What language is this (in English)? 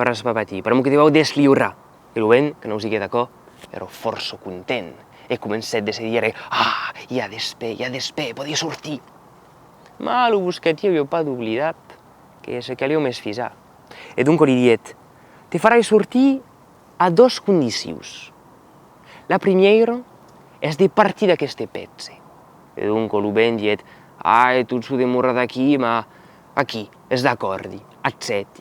Occitan